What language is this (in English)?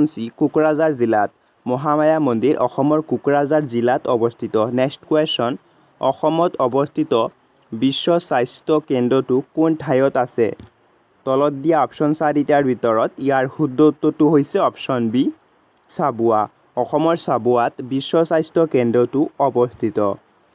Assamese